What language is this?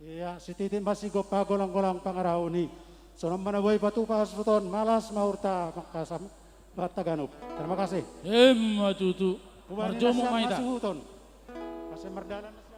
Batak Simalungun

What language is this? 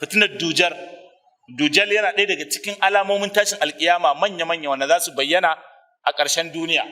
Hausa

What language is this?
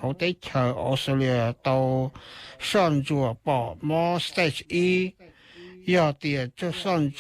Hmong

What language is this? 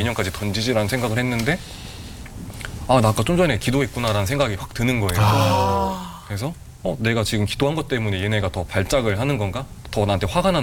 Korean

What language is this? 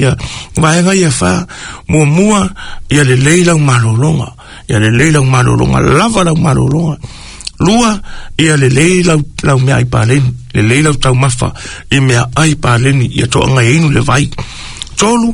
Samoan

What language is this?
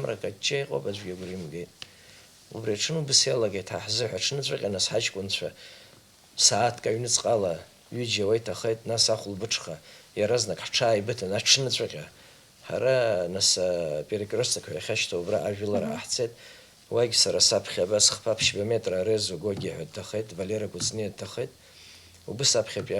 Abkhazian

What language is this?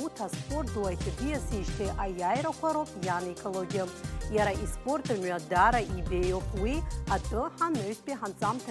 Abkhazian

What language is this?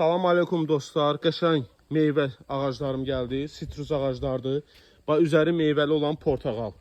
Azerbaijani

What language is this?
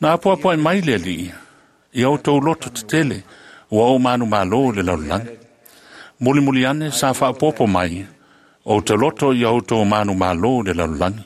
Samoan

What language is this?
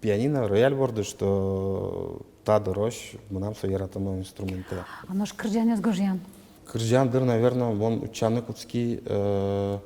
Udmurt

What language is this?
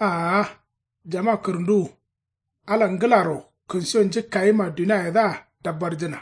Kanuri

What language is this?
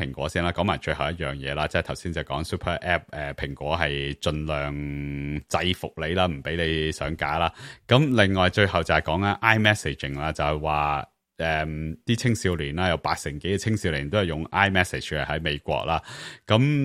Cantonese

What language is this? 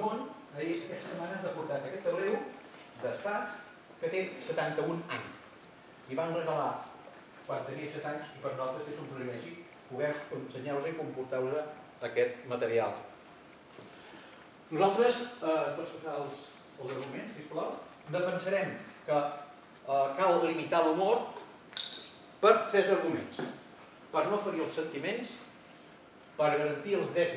Catalan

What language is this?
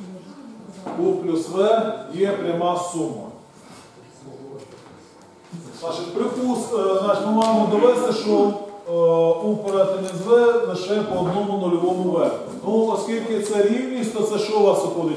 Ukrainian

